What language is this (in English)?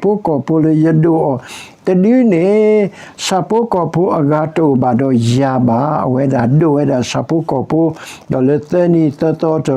S'gaw Karen